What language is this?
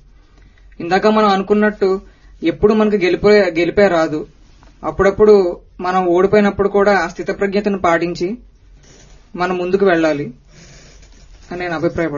Telugu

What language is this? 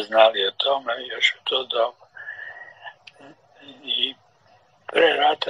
Serbian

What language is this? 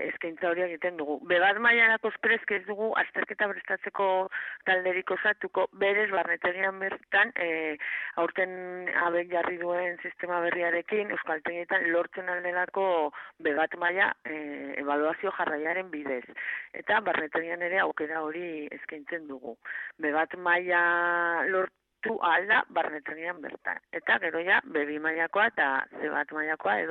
Basque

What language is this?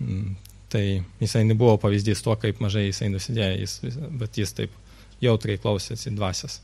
Lithuanian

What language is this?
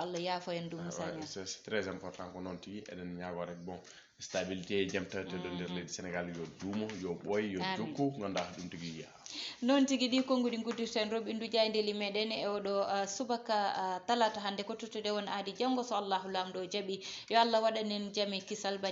Fula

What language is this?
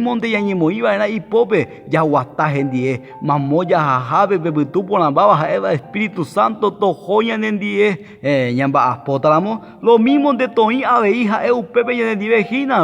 Guarani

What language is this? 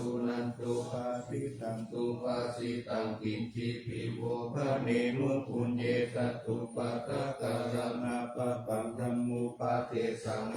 Pali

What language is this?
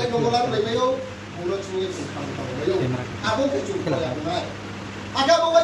Riang (India)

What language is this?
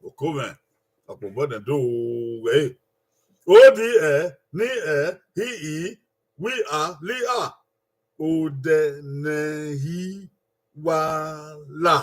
Bini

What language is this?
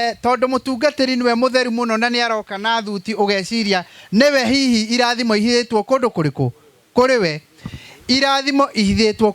Kikuyu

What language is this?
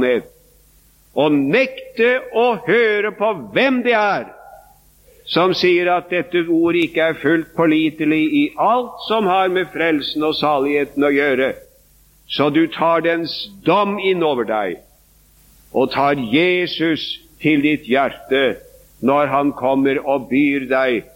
Norwegian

